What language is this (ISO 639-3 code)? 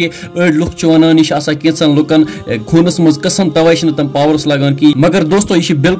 kas